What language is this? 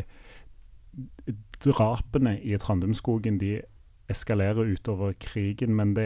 Norwegian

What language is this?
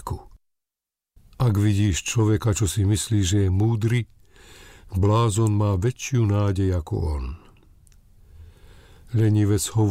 Slovak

